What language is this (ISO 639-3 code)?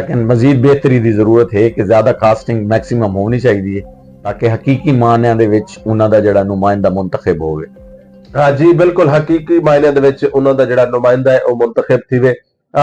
lah